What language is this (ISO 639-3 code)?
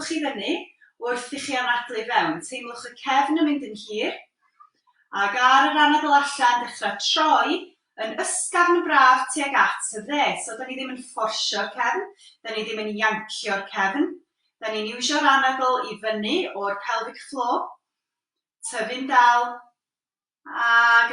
cym